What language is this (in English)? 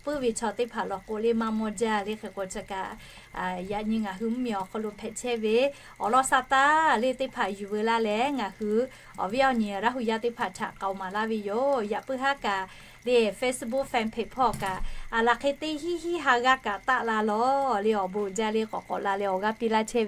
Lahu